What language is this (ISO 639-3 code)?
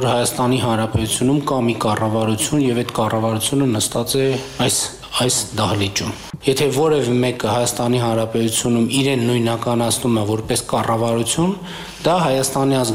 hye